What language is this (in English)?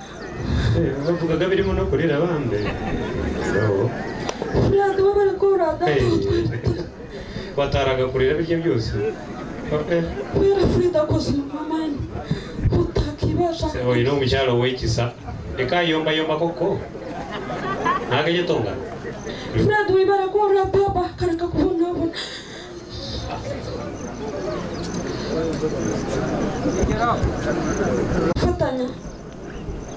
Kinyarwanda